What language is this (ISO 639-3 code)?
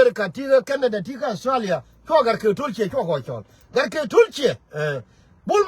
nus